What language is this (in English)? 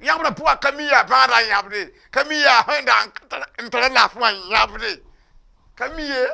Mossi